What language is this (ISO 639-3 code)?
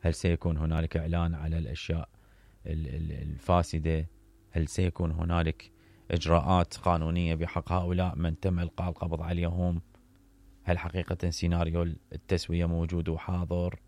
acm